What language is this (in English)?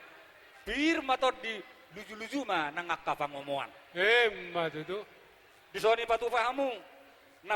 Batak Toba